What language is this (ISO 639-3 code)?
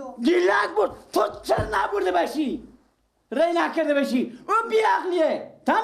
fas